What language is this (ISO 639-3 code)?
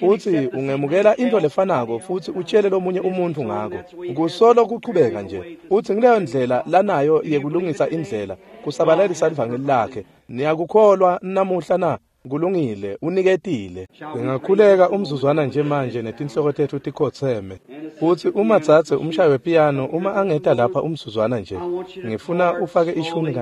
ssw